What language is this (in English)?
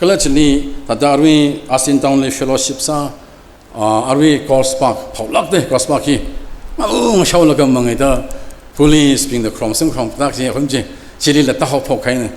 Tangkhul Naga (India)